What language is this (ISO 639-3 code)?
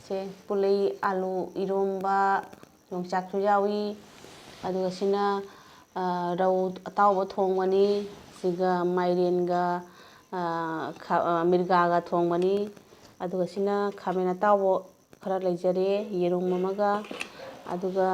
mni